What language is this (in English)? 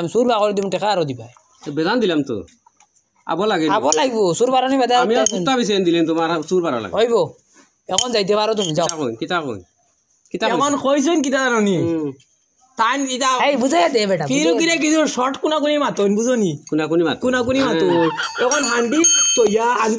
Sylheti